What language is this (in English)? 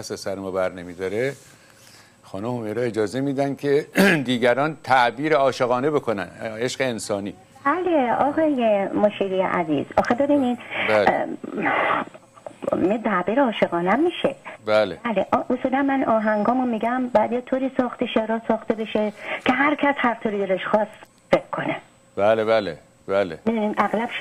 Persian